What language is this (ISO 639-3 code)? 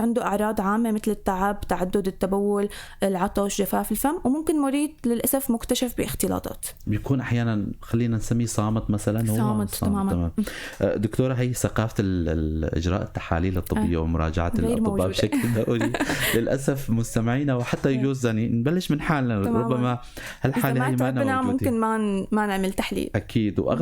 apc